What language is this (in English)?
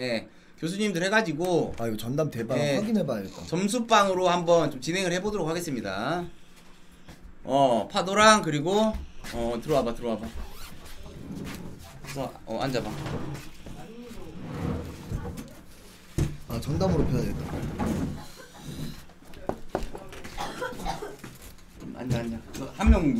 Korean